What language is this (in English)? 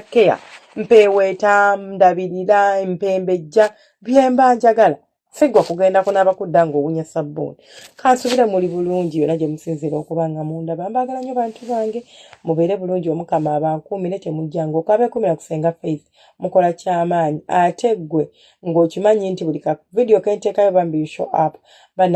Ganda